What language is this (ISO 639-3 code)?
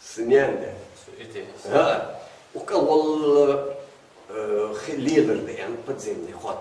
inh